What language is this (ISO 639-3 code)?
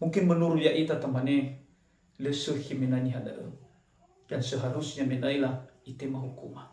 nia